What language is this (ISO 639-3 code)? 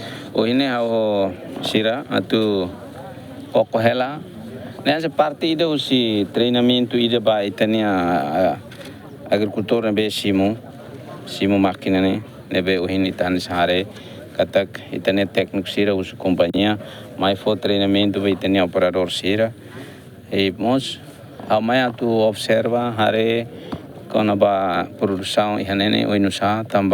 tet